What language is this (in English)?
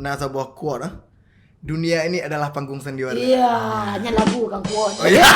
Achinese